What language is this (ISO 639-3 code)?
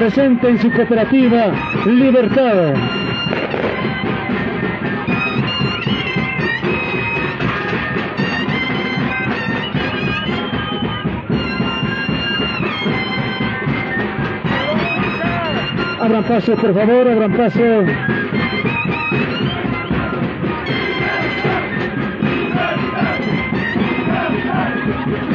spa